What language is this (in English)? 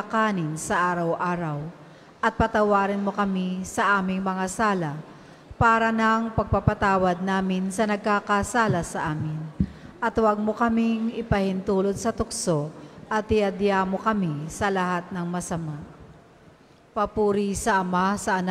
Filipino